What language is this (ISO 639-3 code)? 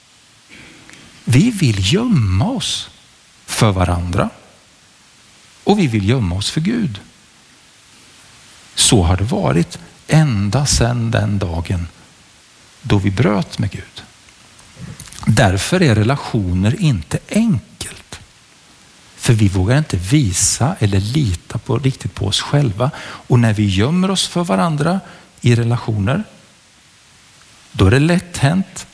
swe